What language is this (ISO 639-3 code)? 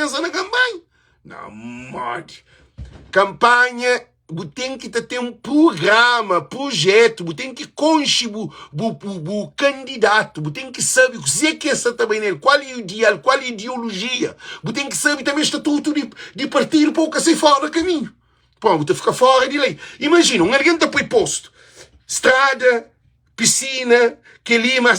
kea